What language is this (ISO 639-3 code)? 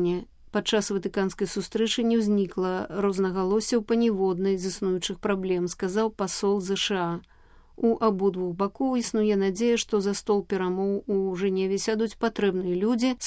bel